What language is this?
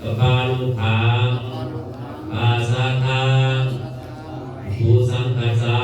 Pali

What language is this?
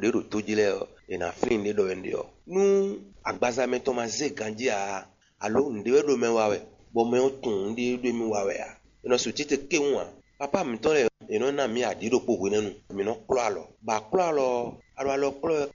Fon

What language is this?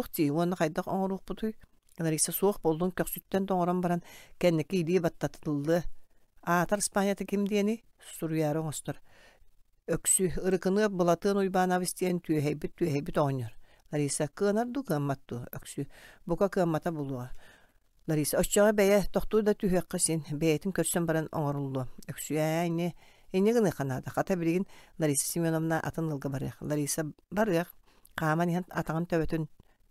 Yakut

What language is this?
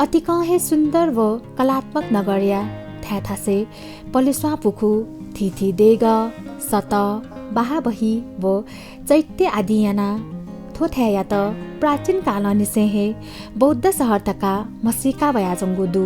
Newari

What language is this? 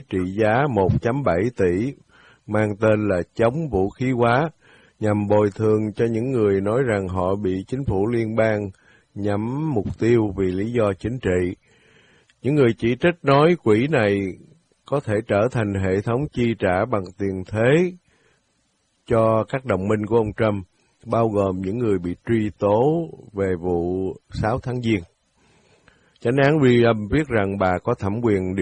Vietnamese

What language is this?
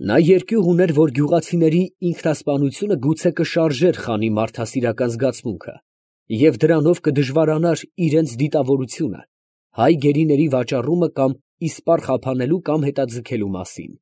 Armenian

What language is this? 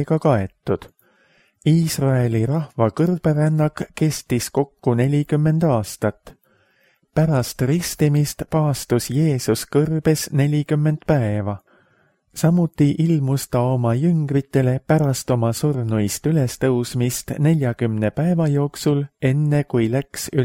Estonian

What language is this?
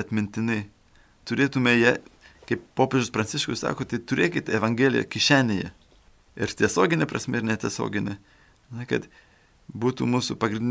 Lithuanian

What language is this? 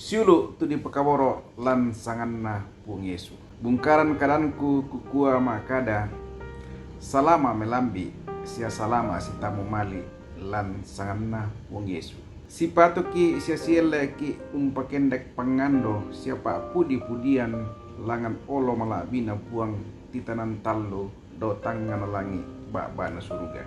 Toraja-Sa'dan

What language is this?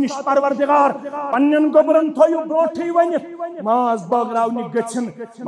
Kashmiri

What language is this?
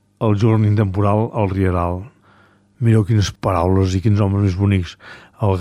Catalan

